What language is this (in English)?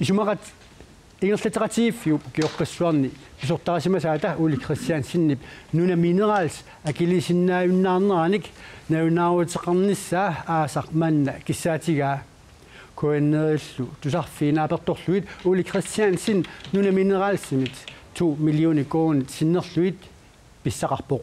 Kalaallisut